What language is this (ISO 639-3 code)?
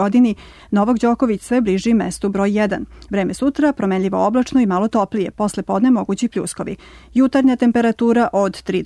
srp